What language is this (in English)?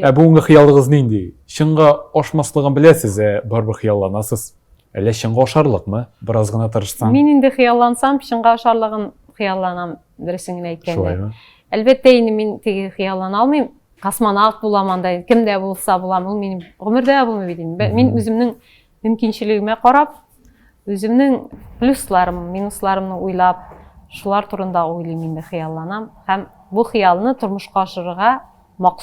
Tatar